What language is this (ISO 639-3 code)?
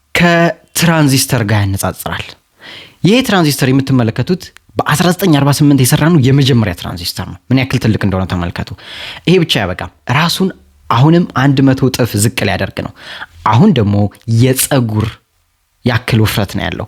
amh